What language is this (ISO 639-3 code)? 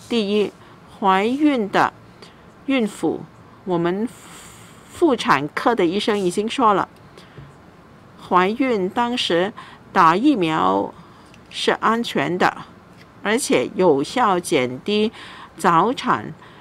zho